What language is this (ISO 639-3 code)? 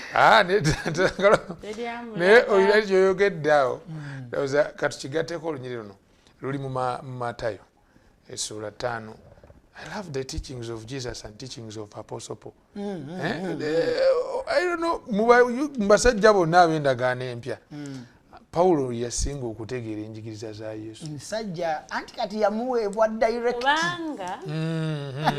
lug